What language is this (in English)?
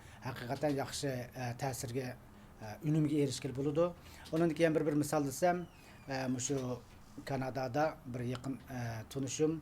Uyghur